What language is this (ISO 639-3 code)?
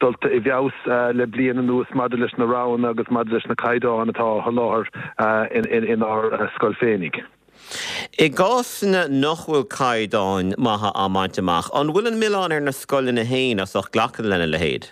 gle